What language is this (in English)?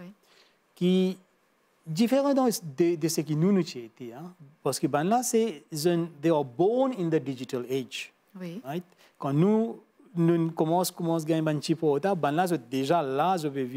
Morisyen